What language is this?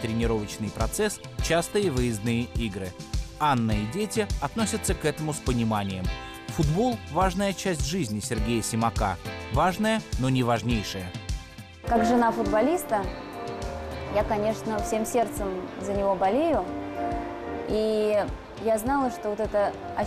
Russian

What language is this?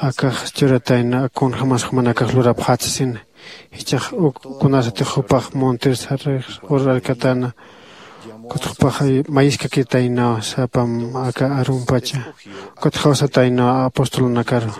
Aymara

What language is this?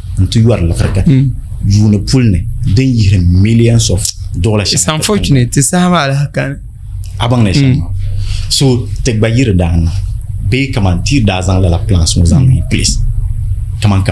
Dagbani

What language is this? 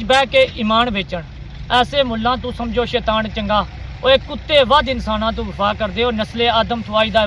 Pahari-Potwari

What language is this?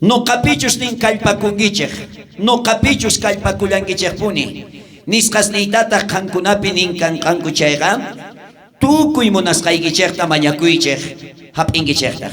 South Bolivian Quechua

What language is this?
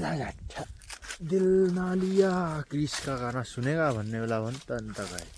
Nepali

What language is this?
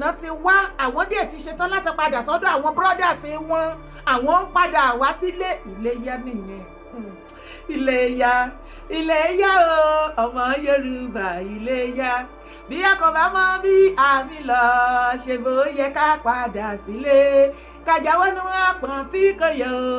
Yoruba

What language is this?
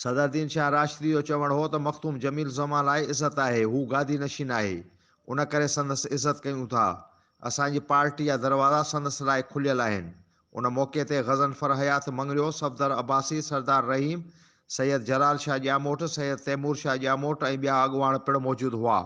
Sindhi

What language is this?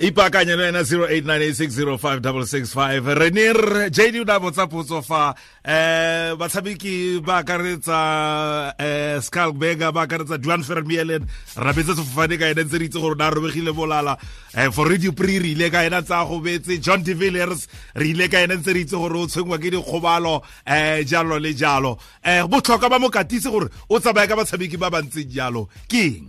Tswana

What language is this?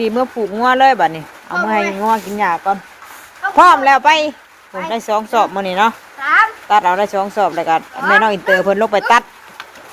Northeastern Thai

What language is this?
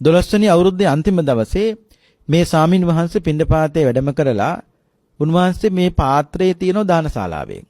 Sinhala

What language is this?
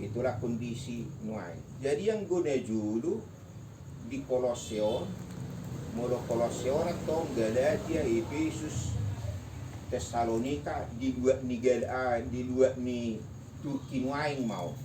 Batak Toba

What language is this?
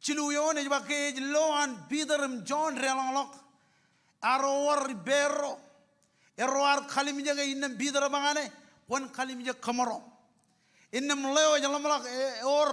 Marshallese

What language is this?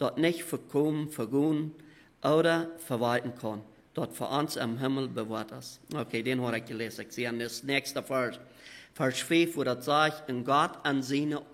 Plautdietsch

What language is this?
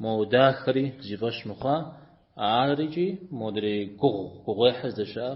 Kabardian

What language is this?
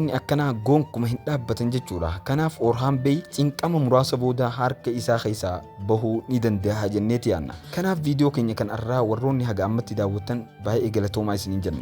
Oromo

